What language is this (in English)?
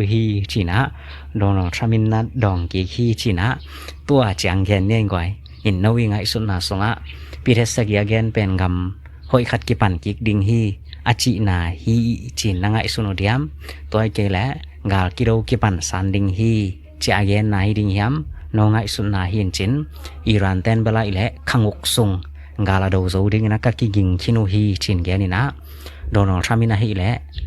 Tedim Chin